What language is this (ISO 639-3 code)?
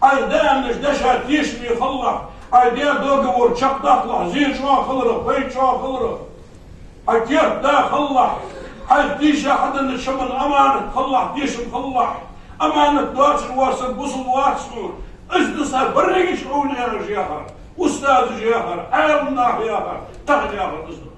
inh